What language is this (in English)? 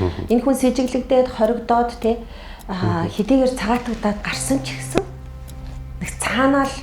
Mongolian